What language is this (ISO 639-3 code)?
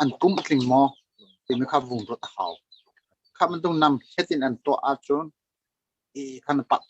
cnh